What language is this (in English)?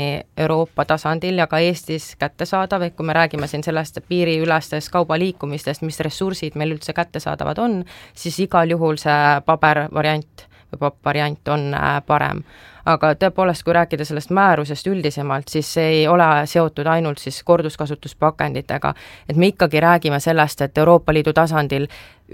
Estonian